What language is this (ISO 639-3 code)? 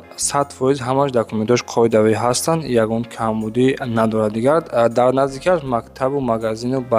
tgk